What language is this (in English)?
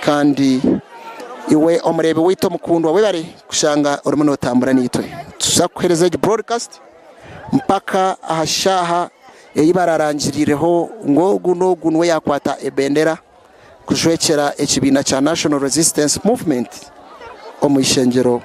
Nyankole